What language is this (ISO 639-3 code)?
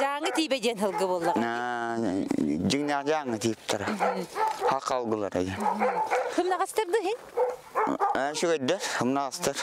sah